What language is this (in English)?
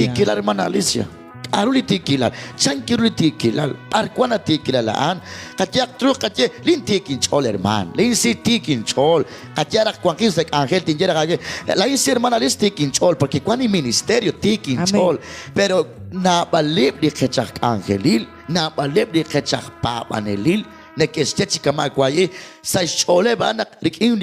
Kekchí